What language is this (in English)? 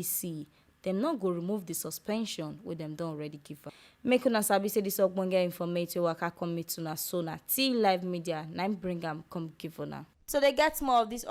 Nigerian Pidgin